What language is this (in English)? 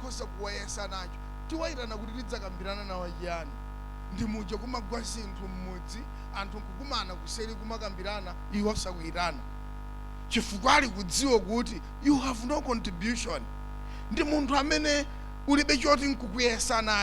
Nyanja